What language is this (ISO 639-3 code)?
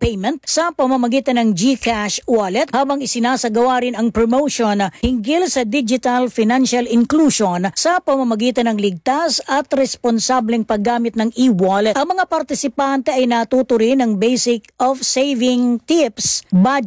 fil